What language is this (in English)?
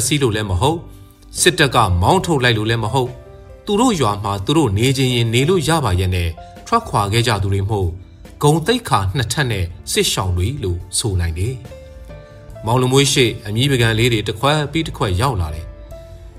Burmese